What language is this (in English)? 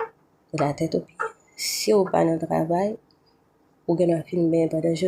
Haitian Creole